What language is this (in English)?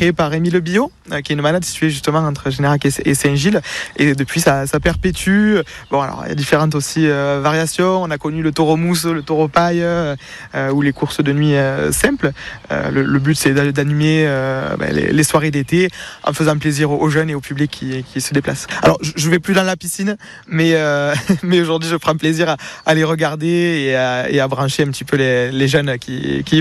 French